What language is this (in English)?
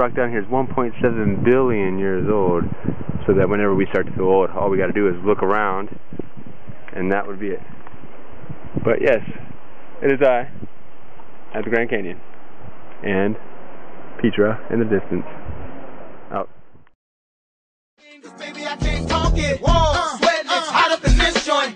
English